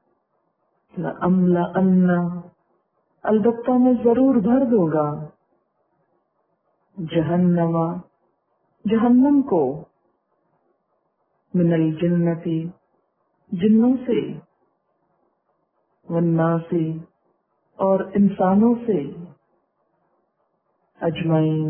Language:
Urdu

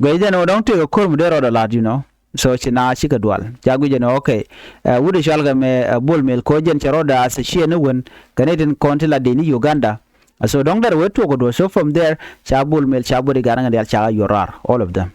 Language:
Nuer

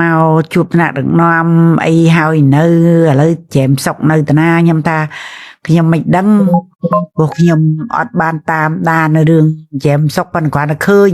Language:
Khmer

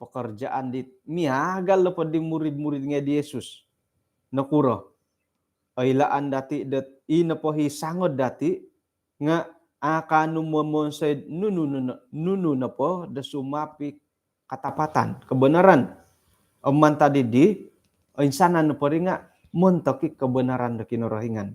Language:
Central Dusun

